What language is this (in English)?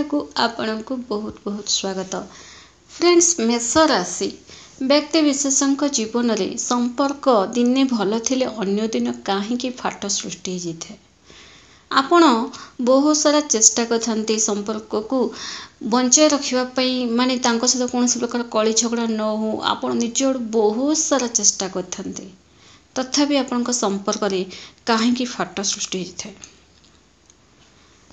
Odia